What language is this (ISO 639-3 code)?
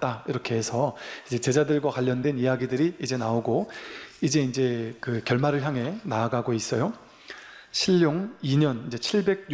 kor